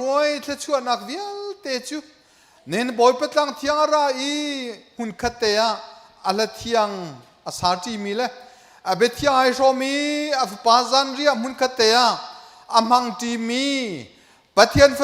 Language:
Hakha Chin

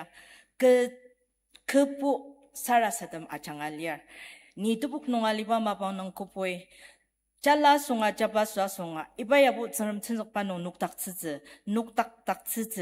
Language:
Ao Naga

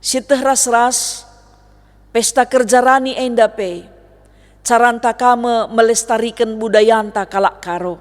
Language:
Batak Karo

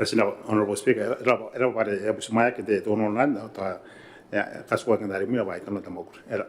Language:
Gilbertese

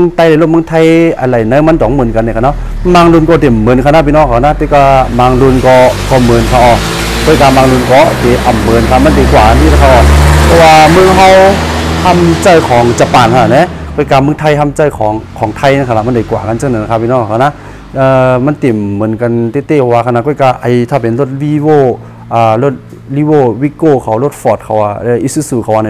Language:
Shan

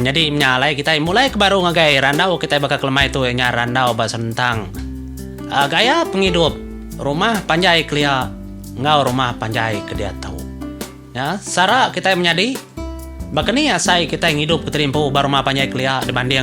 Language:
Iban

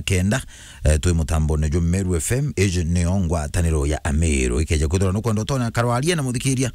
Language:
Meru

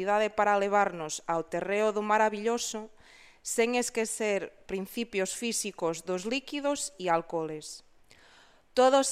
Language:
Galician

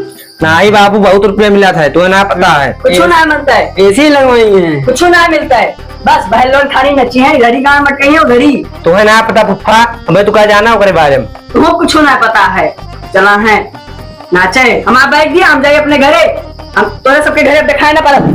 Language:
Awadhi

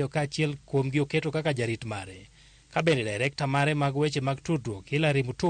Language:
Luo (Kenya and Tanzania)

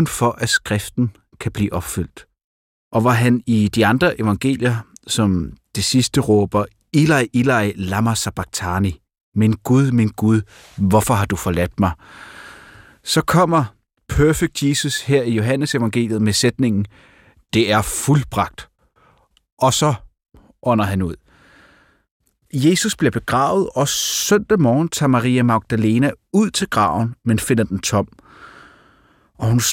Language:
Danish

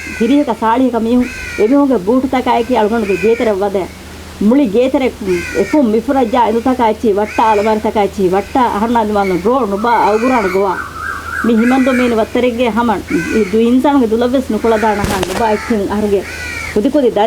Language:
Divehi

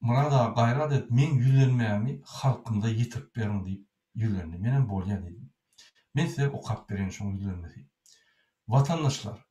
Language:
Turkmen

